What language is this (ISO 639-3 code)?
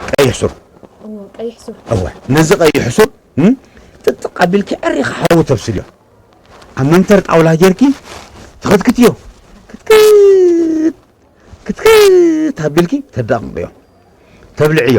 tir